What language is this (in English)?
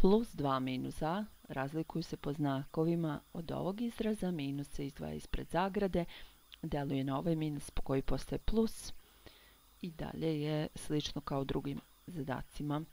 Serbian